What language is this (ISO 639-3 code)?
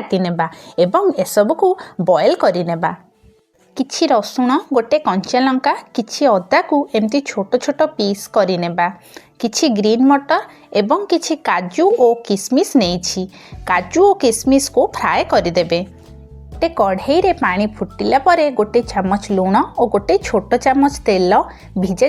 ori